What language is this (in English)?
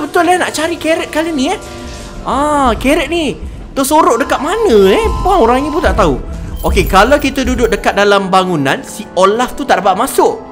Malay